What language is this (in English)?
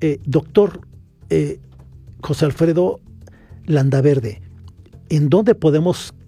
Spanish